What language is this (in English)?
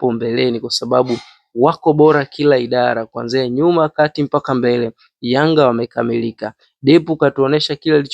Swahili